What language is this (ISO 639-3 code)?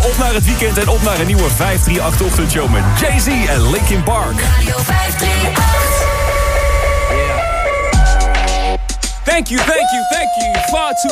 nld